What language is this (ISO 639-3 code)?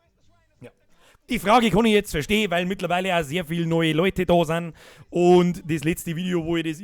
bar